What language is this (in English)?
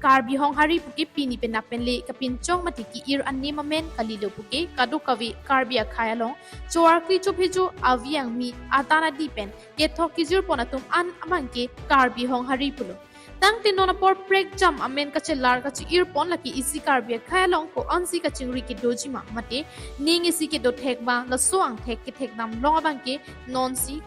Karbi